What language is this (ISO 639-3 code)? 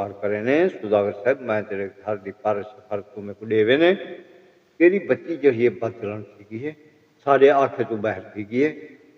skr